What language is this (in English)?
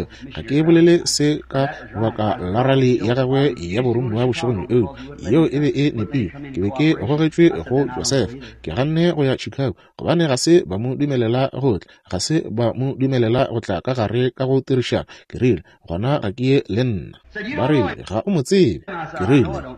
Northern Sotho